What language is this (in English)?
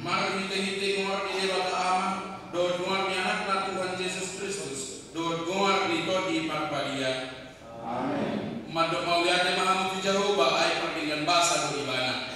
Batak Toba